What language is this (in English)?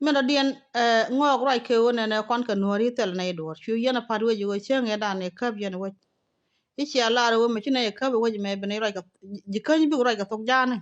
Nuer